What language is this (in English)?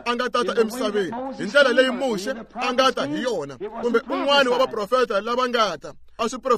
Tsonga